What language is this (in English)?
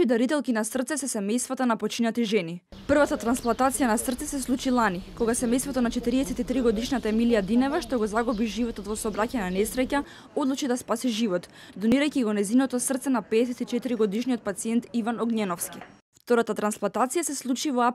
Macedonian